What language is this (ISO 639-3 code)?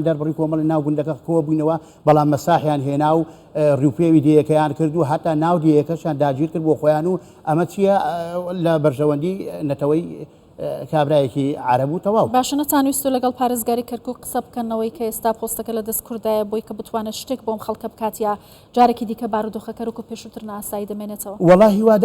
ckb